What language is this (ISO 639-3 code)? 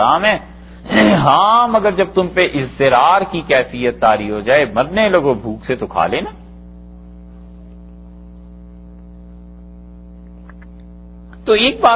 urd